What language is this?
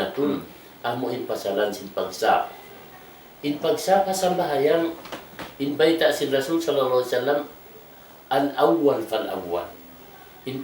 Tausug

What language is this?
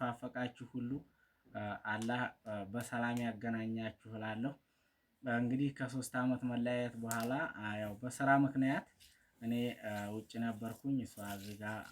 Amharic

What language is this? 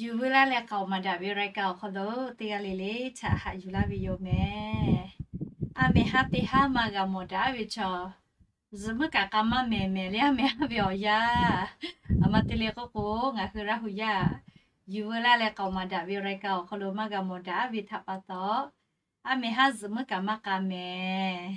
Lahu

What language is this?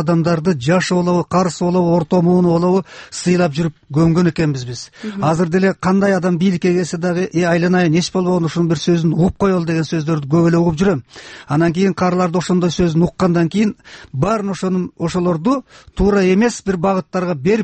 Kyrgyz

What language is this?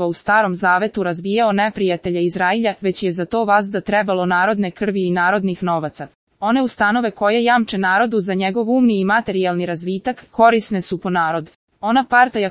Serbian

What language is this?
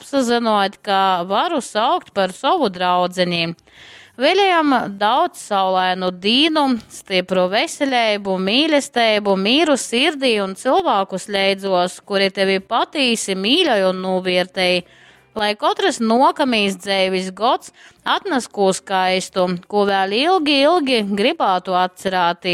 Latgalian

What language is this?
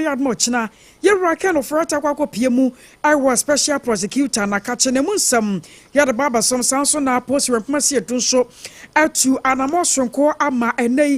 Akan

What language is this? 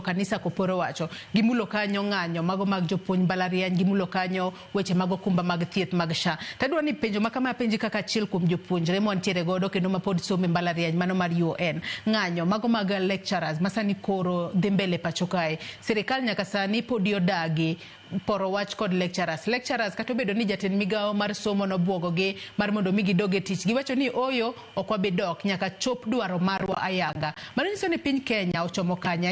Luo (Kenya and Tanzania)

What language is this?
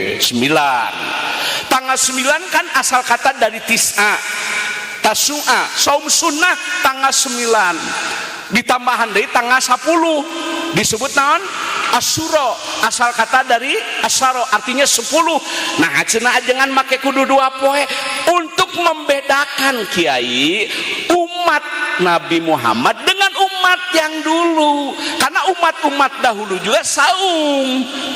Sundanese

